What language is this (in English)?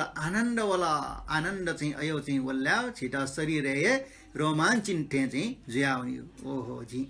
Newari